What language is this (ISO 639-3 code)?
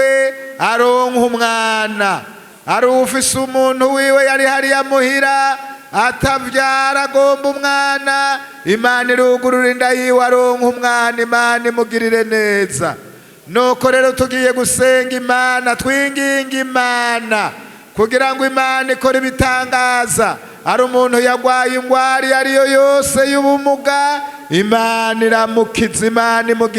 run